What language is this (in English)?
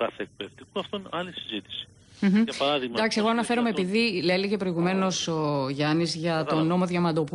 Greek